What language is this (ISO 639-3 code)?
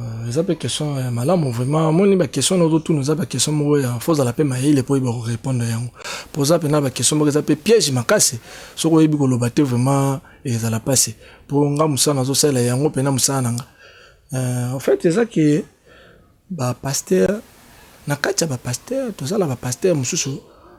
lin